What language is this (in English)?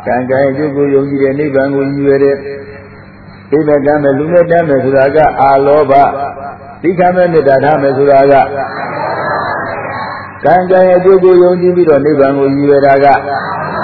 Burmese